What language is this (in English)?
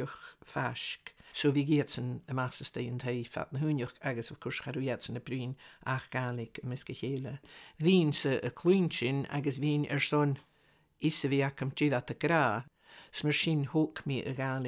Scottish Gaelic